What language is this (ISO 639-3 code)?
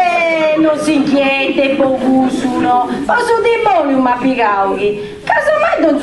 srd